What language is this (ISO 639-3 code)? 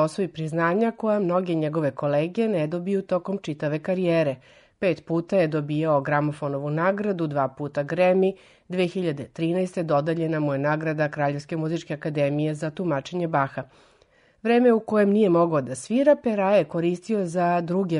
srp